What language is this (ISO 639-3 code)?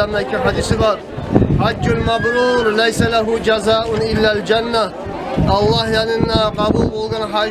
kum